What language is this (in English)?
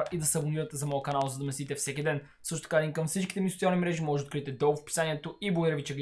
Bulgarian